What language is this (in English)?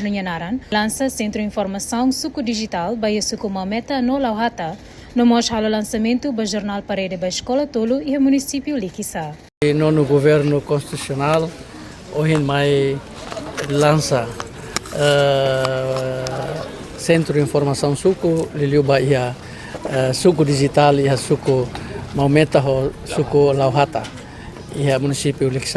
Tetum